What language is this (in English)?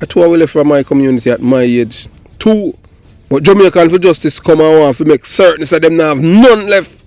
Jamaican Creole English